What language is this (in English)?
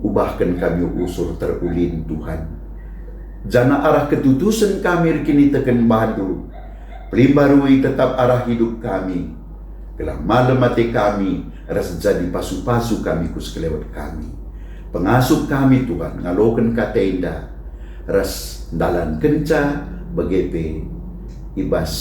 Batak Karo